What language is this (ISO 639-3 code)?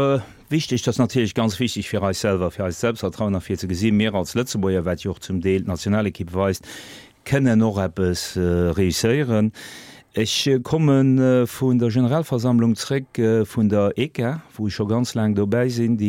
ltz